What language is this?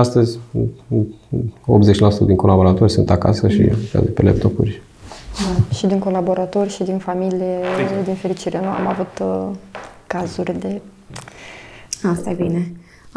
Romanian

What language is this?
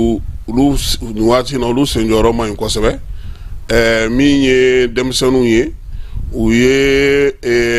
Bambara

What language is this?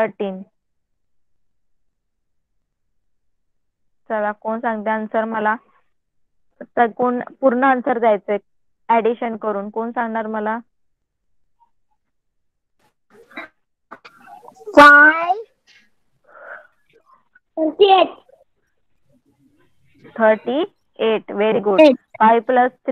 Marathi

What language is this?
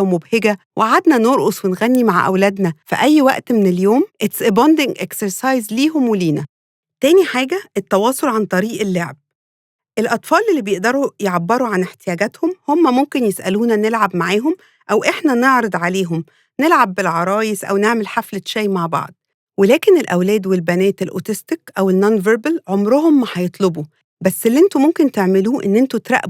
Egyptian Arabic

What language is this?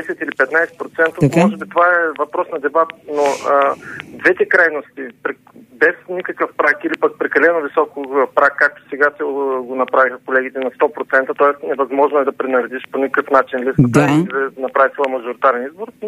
Bulgarian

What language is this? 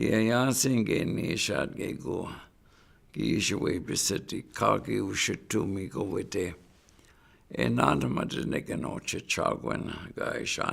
Chippewa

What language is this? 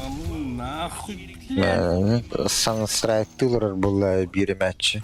Yakut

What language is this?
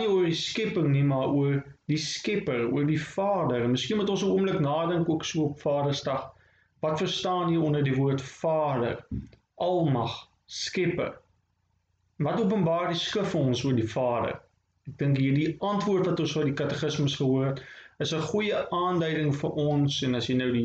Afrikaans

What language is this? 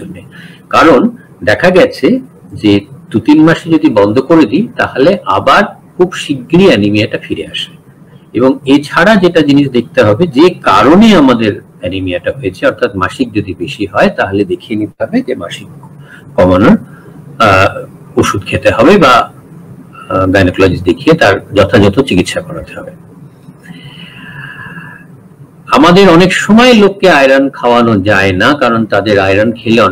Bangla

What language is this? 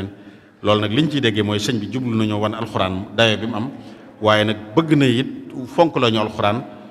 Wolof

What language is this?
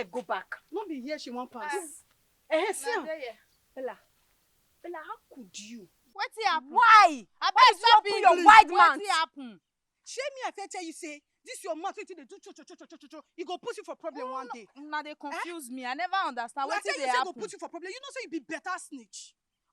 Nigerian Pidgin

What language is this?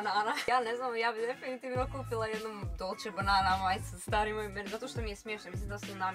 Croatian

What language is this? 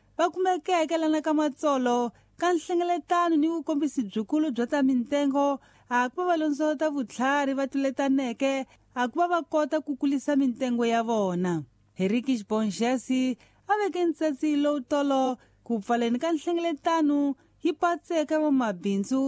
Tsonga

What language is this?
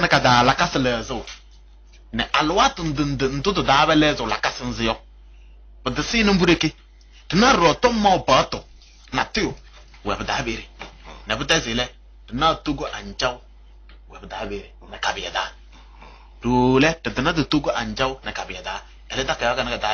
Kabiyè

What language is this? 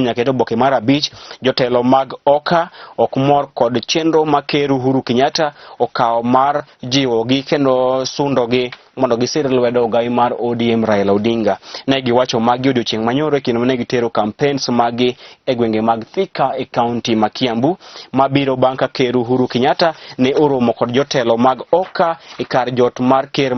Luo (Kenya and Tanzania)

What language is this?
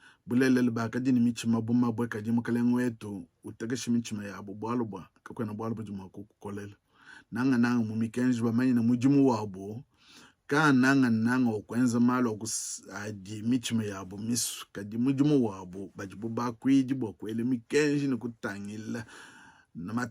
Luba-Lulua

